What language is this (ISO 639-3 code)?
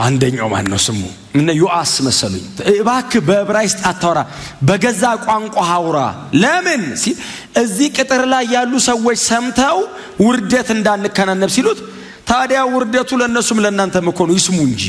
amh